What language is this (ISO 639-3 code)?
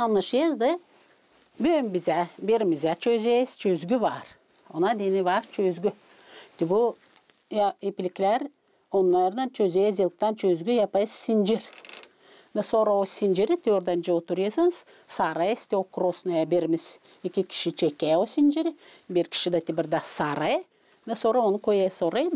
gag